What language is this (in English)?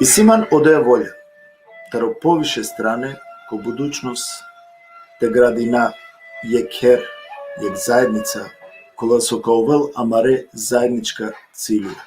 Balkan Romani